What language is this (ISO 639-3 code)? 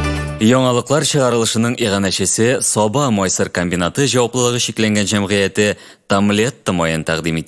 tat